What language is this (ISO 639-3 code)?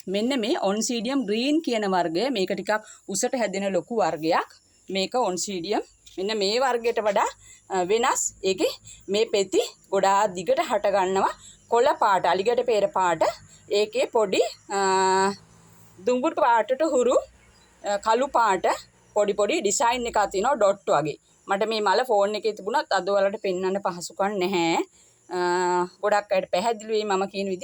sin